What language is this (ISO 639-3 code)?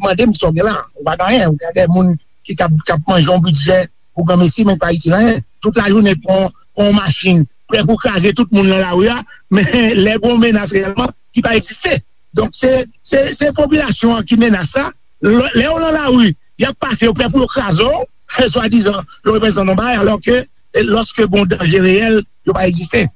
hat